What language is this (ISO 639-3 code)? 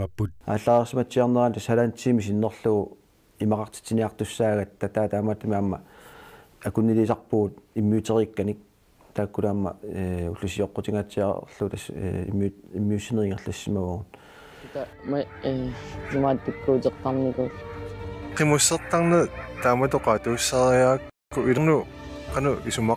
kal